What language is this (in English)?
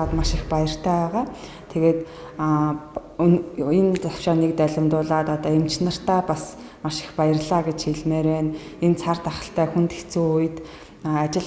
Mongolian